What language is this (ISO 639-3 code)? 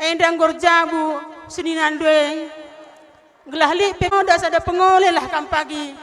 btx